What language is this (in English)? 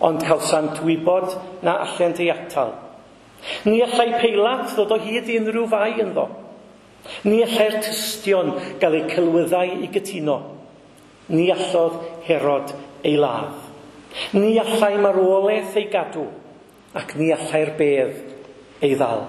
Welsh